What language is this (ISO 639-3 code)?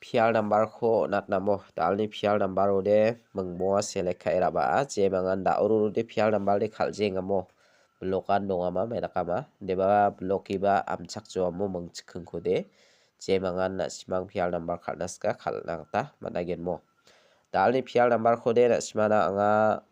grt